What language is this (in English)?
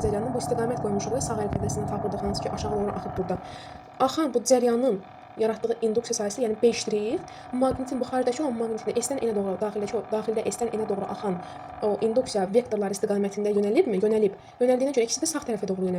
Azerbaijani